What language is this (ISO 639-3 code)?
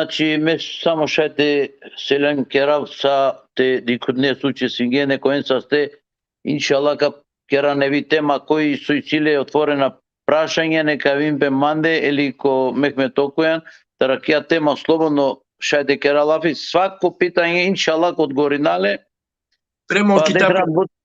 rmn